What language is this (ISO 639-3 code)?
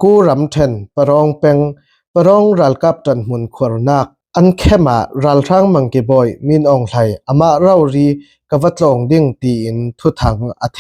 cfm